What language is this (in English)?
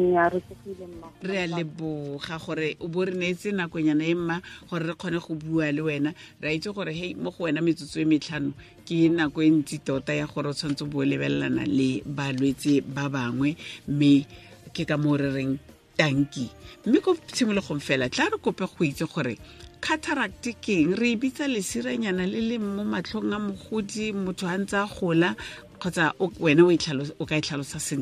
Tswana